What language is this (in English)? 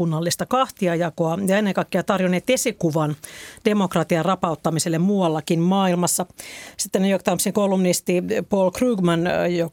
Finnish